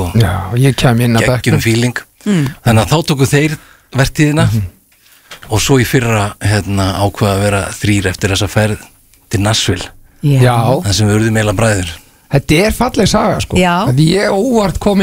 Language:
Icelandic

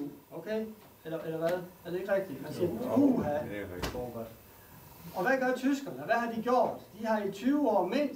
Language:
Danish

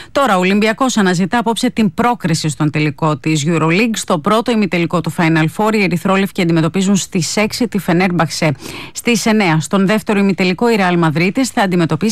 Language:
Greek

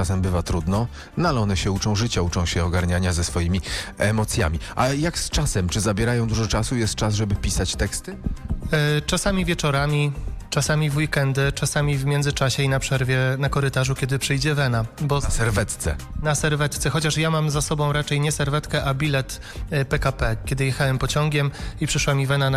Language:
Polish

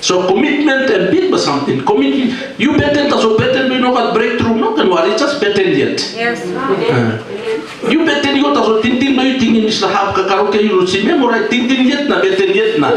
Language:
Tok Pisin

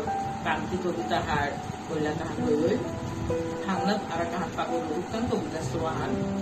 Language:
Bishnupriya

